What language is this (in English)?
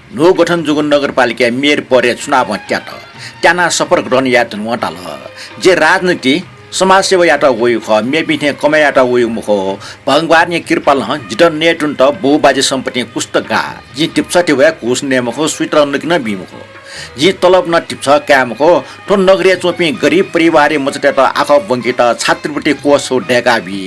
Newari